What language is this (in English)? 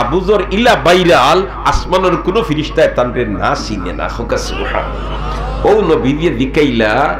Sylheti